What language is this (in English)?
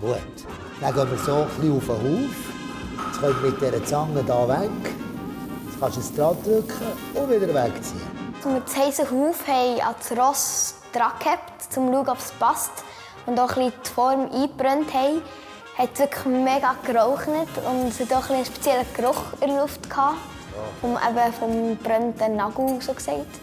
Swiss German